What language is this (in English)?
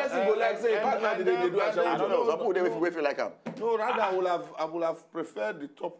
Nigerian Pidgin